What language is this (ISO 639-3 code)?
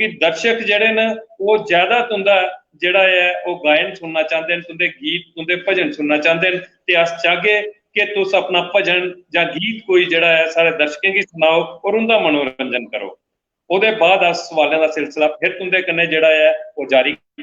doi